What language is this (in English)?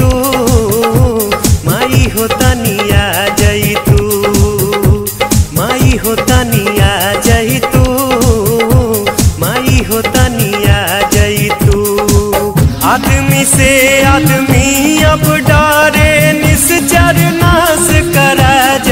Bhojpuri